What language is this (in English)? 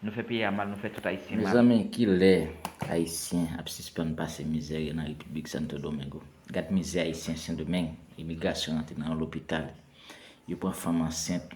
Haitian Creole